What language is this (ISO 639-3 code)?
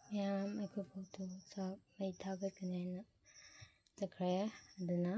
mni